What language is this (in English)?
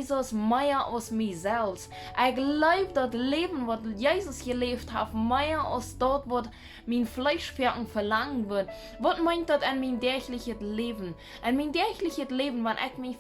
Plautdietsch